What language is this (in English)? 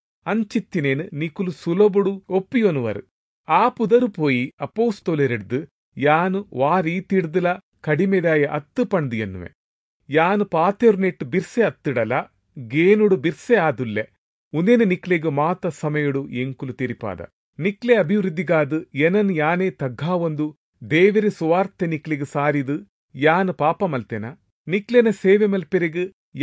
Tulu